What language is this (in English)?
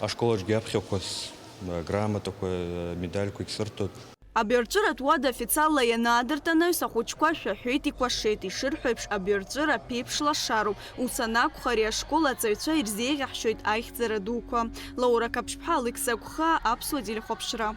Abkhazian